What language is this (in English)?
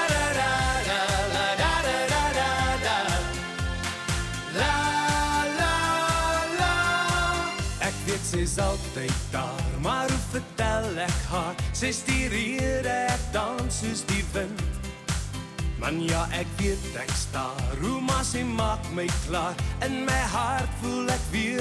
Afrikaans